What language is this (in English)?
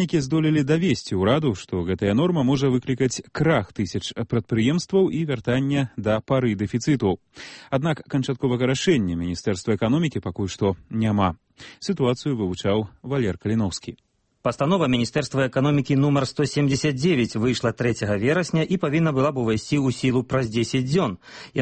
Belarusian